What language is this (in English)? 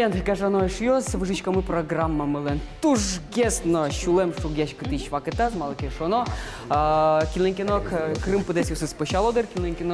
Udmurt